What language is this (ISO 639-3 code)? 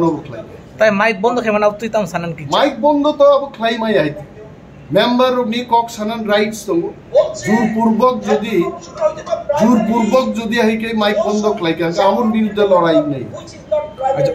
trp